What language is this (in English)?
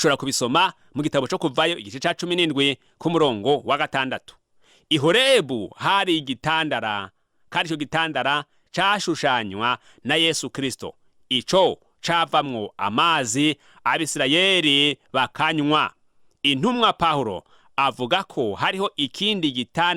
Rundi